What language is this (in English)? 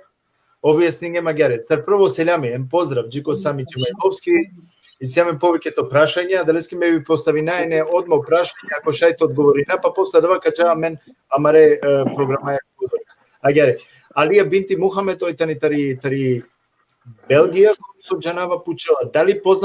Balkan Romani